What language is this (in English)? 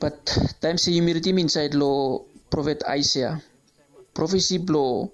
Bislama